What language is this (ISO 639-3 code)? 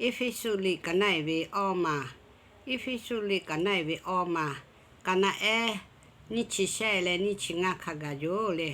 lhu